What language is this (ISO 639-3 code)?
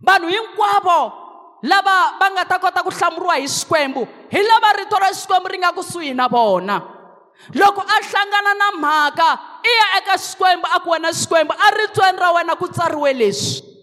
tso